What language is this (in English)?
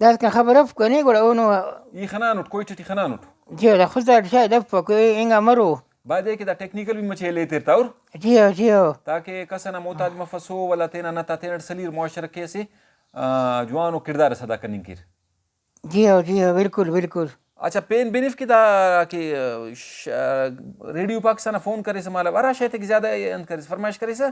Brahui